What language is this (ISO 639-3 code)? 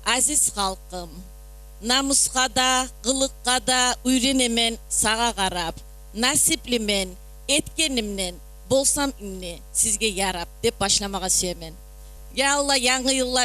kum